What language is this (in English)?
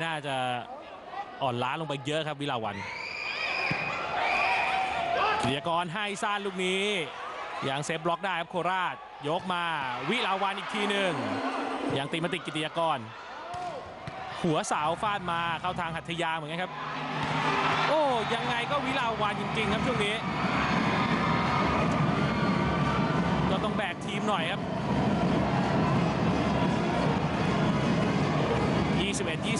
Thai